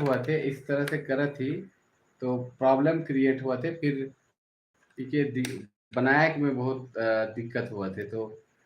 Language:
Sadri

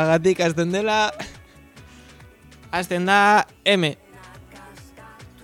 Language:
Basque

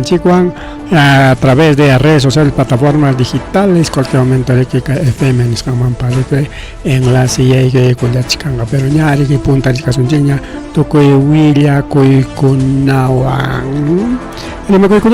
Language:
Ayacucho Quechua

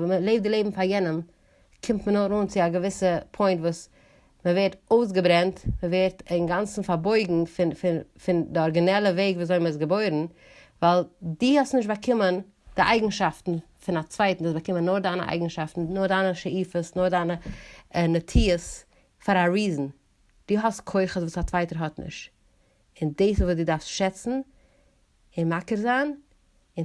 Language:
Yiddish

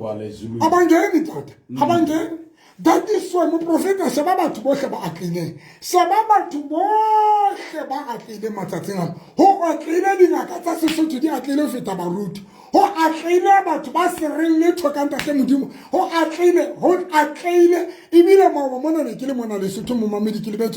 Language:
Southern Sotho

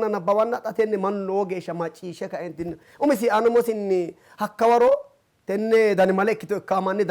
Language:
Sidamo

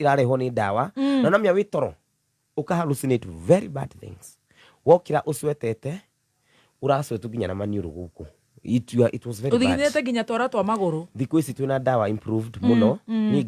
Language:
Kikuyu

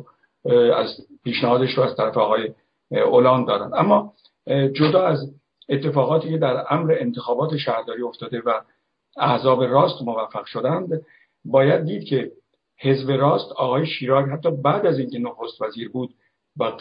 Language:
Persian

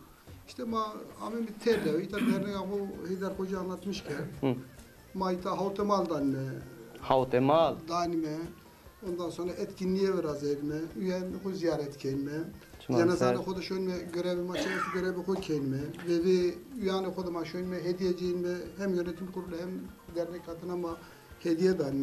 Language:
Zaza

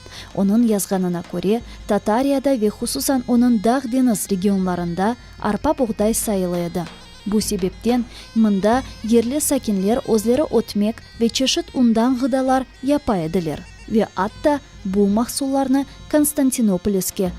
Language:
Crimean Tatar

